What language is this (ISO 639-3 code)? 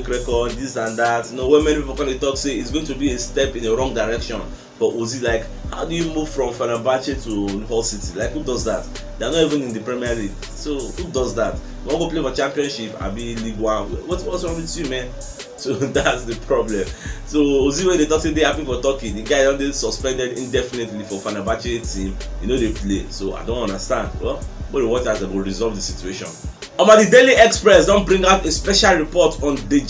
pcm